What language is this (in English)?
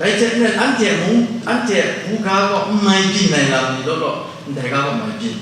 Kachin